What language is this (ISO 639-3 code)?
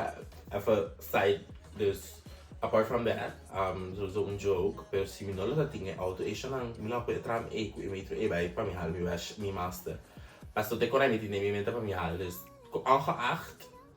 pap